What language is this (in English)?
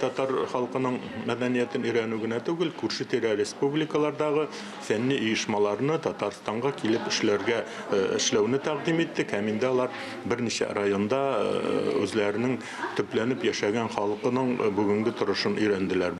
Tatar